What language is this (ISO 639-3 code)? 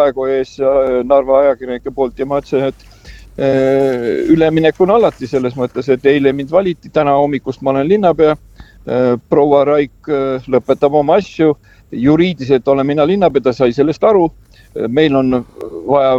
est